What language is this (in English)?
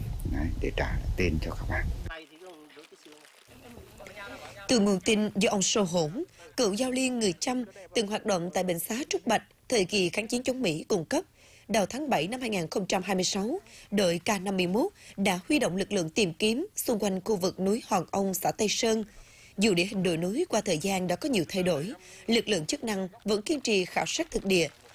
Vietnamese